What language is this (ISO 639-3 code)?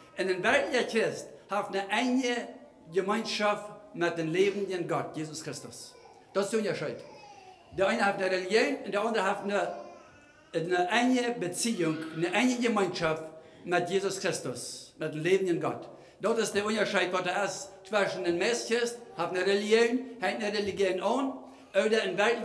pdt